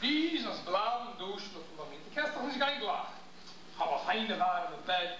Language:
Yiddish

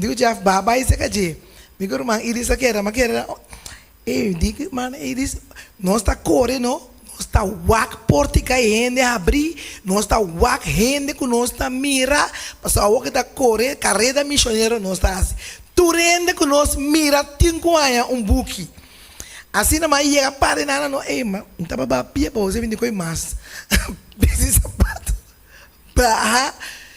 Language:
Papiamento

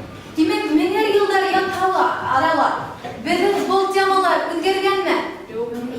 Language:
Bashkir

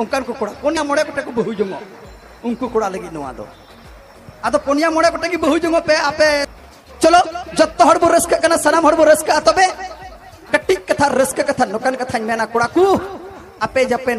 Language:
Santali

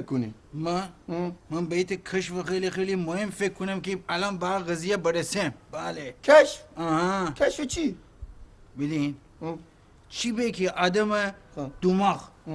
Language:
Gilaki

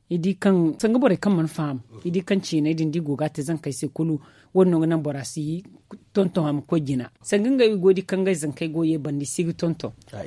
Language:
Zarma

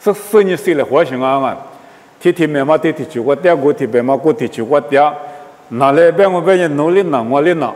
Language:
Lisu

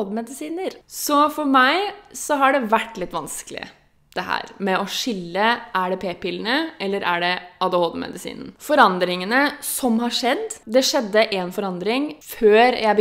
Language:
Norwegian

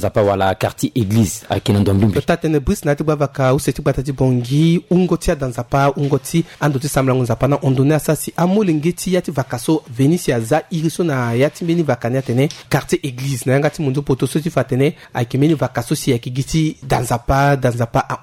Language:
Sango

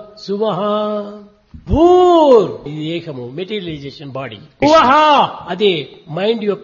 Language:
Telugu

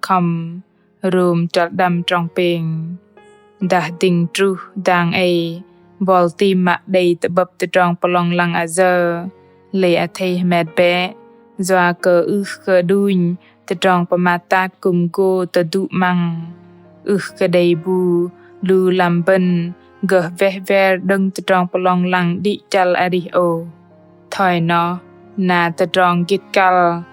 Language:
Bahnar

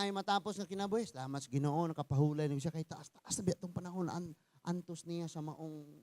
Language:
Cebuano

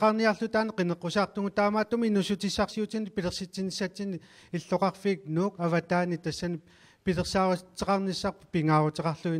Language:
Kalaallisut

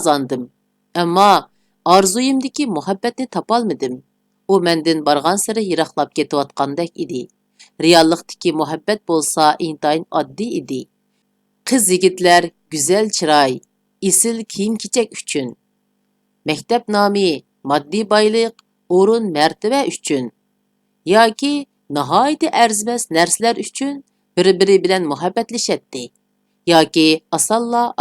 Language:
Uyghur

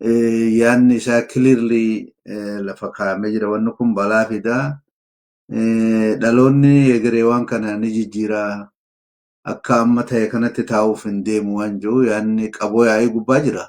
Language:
Oromo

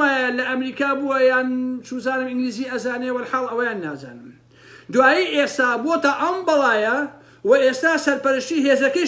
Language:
Central Kurdish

